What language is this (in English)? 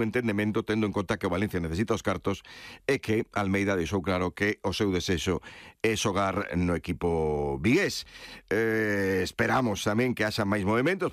Galician